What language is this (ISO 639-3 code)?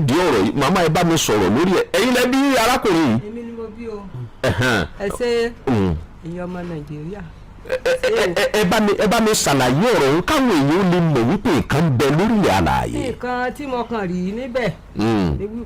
yor